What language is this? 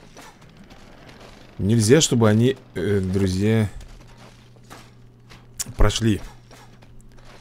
Russian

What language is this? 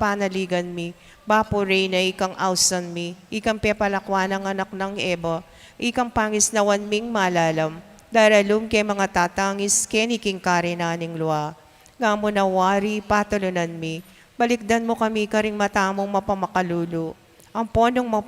Pampanga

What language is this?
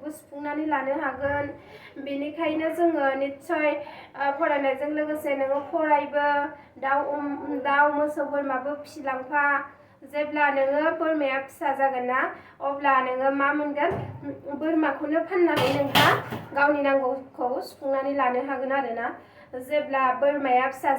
Bodo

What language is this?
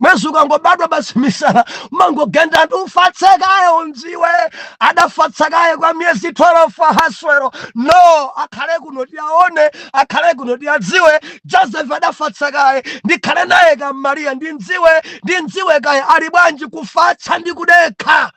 Nyanja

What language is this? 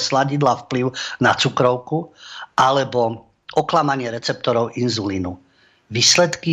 Slovak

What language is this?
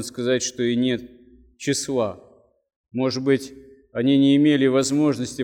Russian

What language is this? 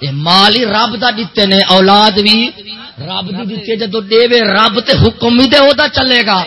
Saraiki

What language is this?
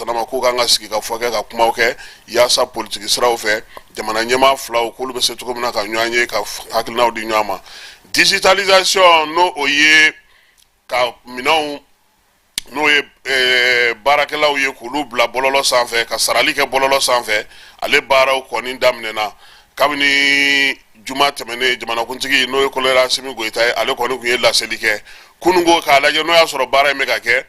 Bambara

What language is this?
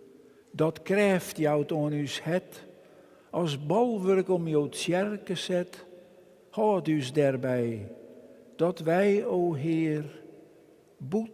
Western Frisian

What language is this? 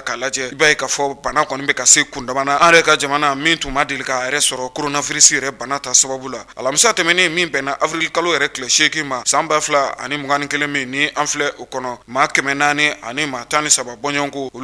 Bambara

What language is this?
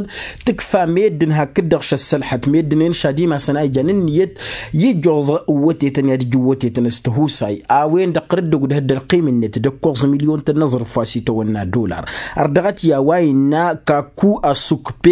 Tamasheq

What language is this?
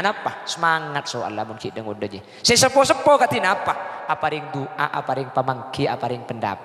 Madurese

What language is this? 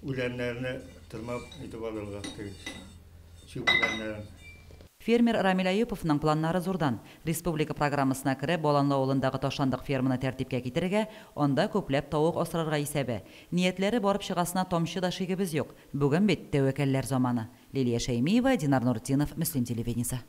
Tatar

